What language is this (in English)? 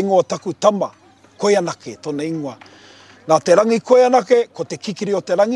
Māori